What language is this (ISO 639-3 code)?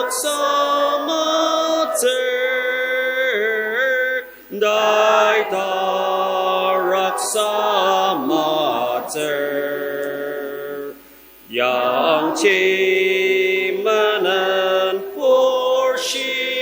njo